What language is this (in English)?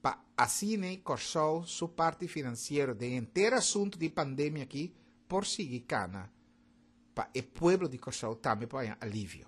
Papiamento